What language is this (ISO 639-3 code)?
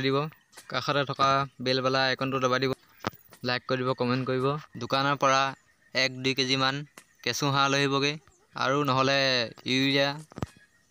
asm